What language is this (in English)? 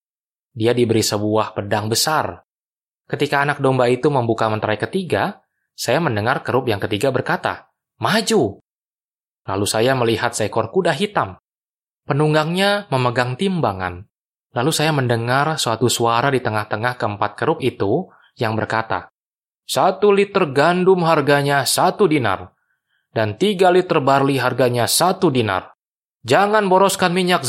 Indonesian